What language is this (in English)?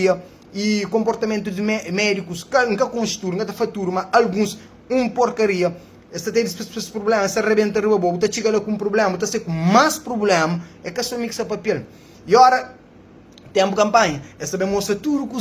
Kabuverdianu